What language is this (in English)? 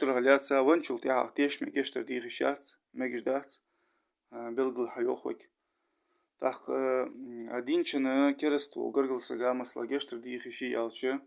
Ingush